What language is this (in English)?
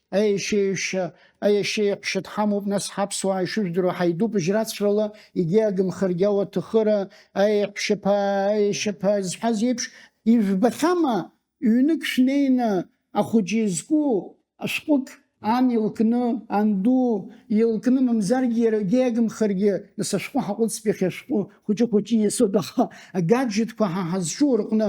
Abkhazian